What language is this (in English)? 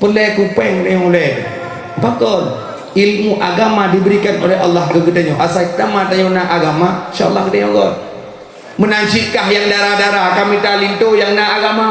Achinese